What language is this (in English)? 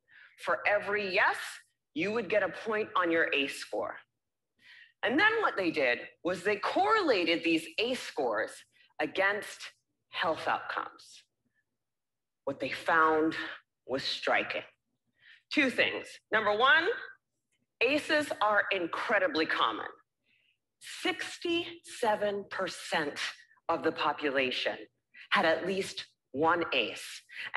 English